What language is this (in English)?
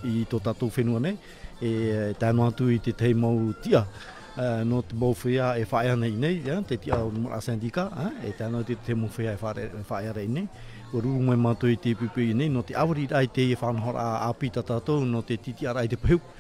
Tahitian